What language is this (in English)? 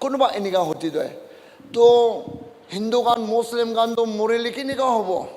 Naga Pidgin